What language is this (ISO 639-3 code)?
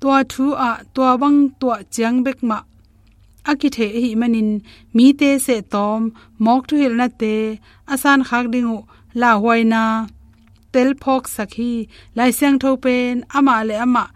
ctd